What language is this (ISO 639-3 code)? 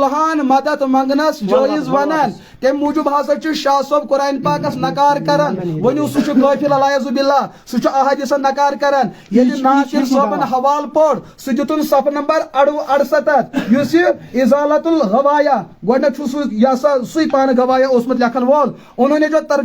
kas